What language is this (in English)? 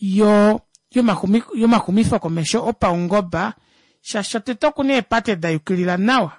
Kuanyama